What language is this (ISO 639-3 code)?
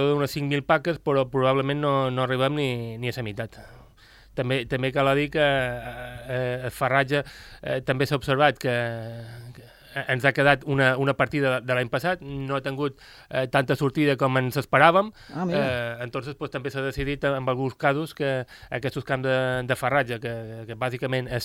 cat